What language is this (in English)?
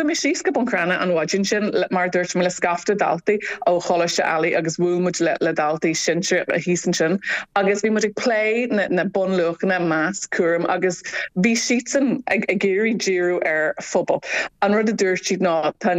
Irish